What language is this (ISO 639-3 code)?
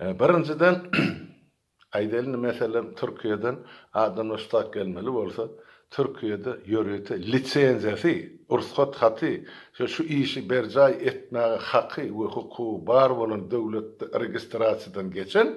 tuk